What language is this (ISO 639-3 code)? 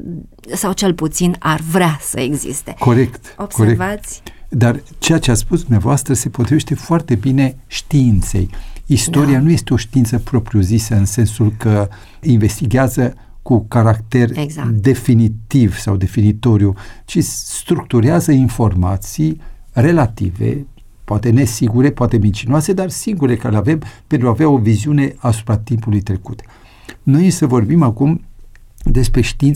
ron